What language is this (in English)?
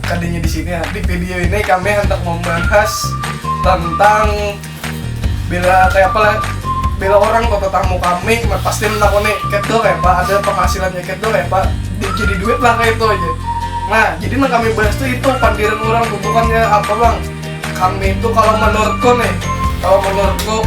Banjar